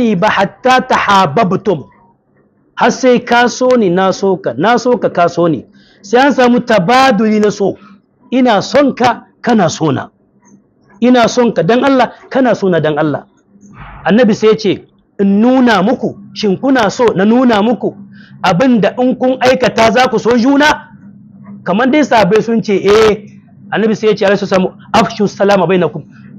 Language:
Hausa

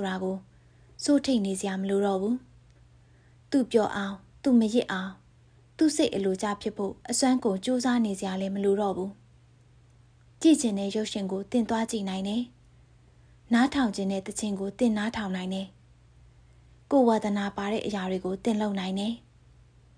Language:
Burmese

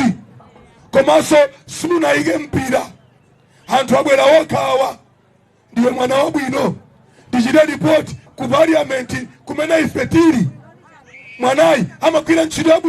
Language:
Nyanja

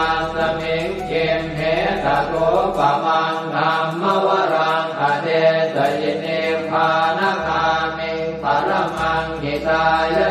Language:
Pali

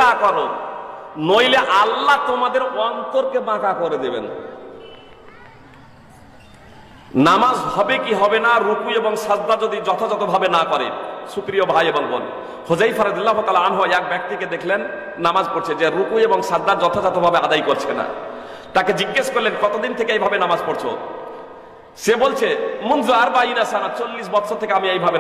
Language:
Bangla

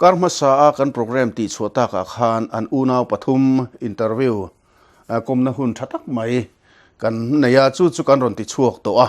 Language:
Mizo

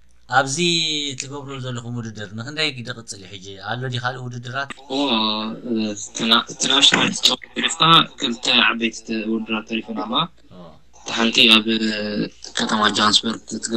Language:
Tigrinya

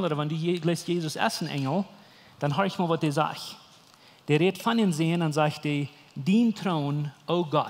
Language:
Plautdietsch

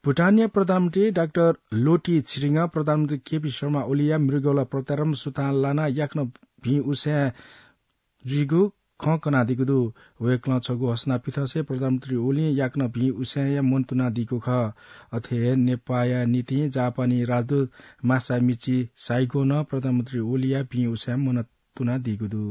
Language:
Newari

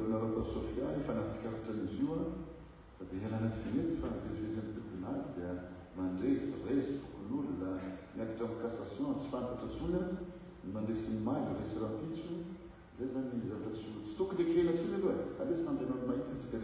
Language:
Malagasy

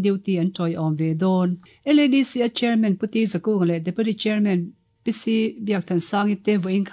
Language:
Mizo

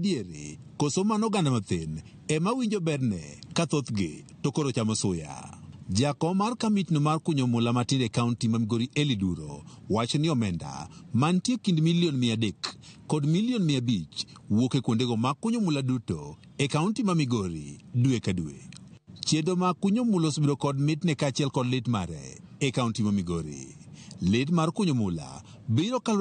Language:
Luo (Kenya and Tanzania)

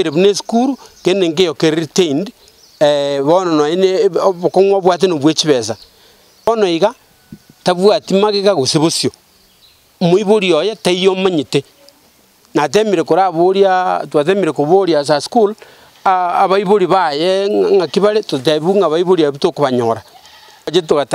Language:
Gusii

